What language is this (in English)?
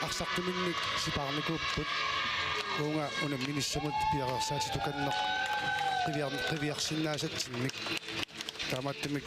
Kalaallisut